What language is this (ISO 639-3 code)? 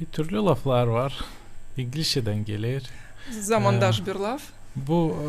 gag